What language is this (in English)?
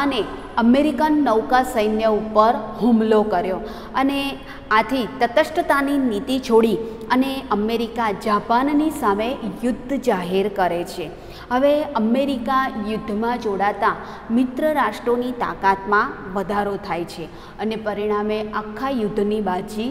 Gujarati